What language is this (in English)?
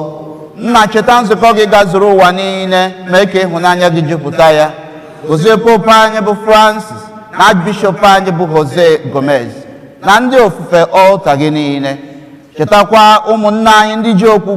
Igbo